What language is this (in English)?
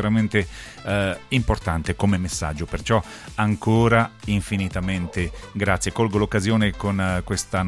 Italian